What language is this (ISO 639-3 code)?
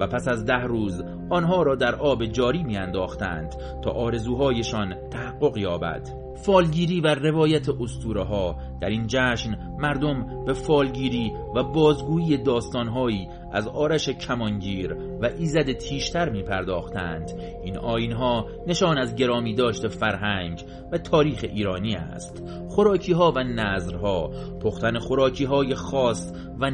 fas